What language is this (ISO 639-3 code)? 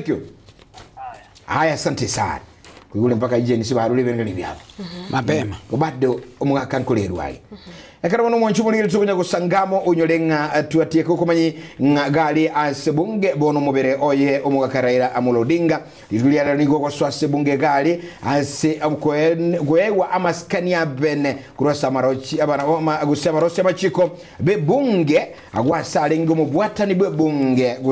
guz